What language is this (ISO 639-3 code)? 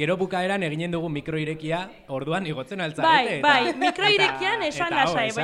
eus